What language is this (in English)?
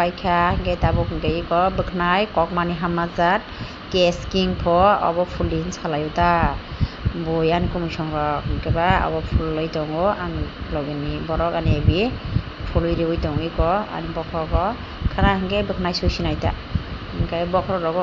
Kok Borok